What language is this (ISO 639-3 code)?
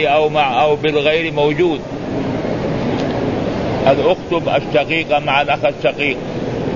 ara